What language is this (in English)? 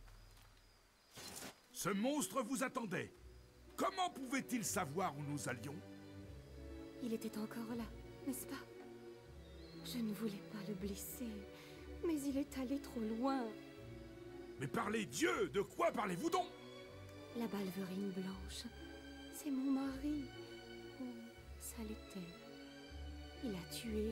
French